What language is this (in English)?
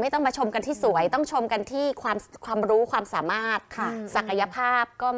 Thai